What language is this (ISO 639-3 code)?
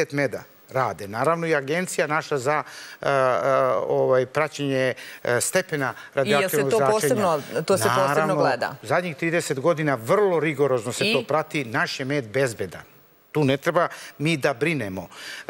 srp